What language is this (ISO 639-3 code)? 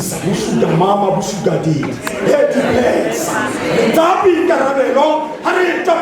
tsn